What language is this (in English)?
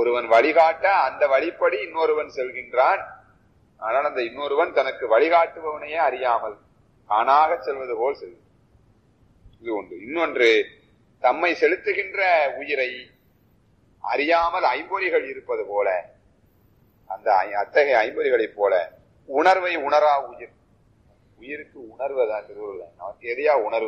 Tamil